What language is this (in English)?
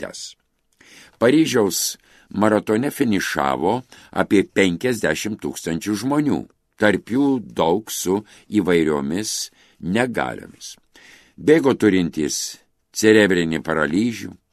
Lithuanian